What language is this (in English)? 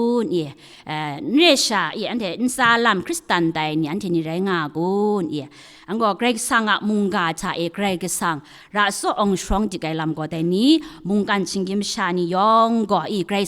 Kachin